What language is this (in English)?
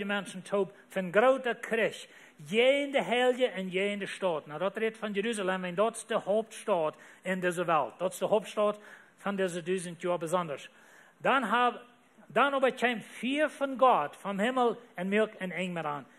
Plautdietsch